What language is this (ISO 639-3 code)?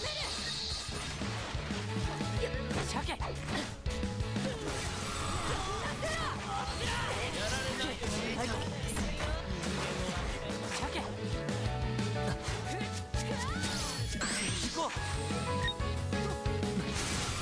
jpn